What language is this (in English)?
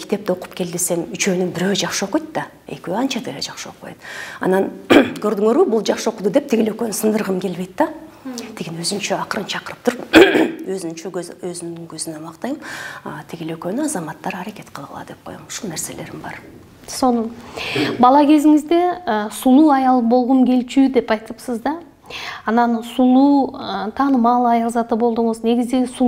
Kyrgyz